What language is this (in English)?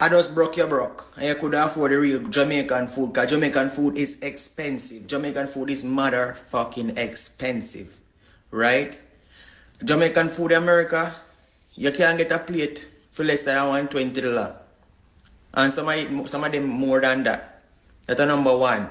Jamaican Creole English